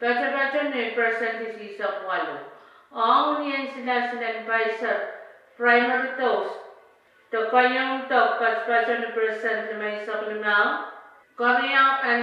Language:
Pohnpeian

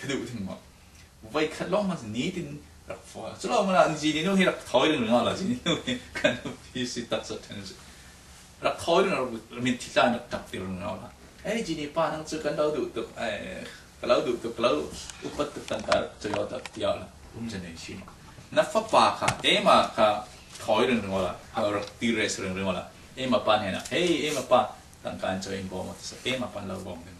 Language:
Falam Chin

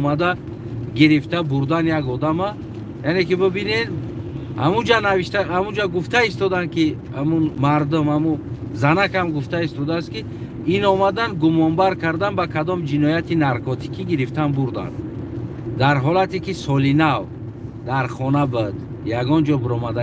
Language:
Tajik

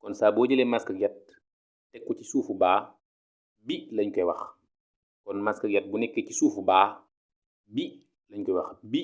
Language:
Wolof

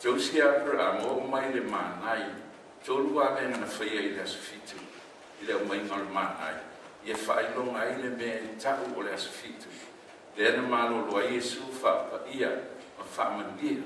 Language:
Samoan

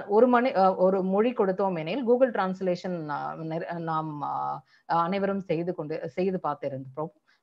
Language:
Tamil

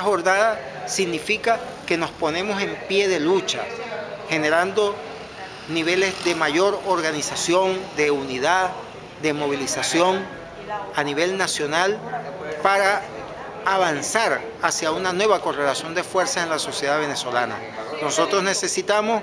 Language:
Spanish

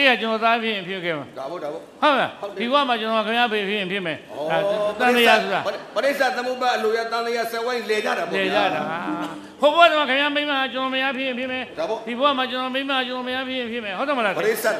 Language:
Burmese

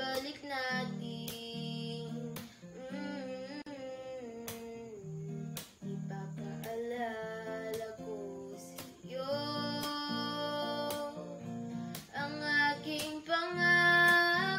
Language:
Filipino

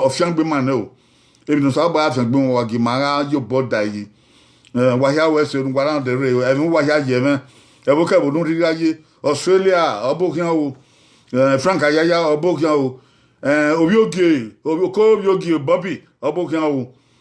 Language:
Bini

